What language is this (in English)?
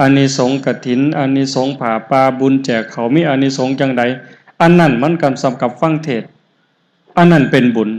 Northeastern Thai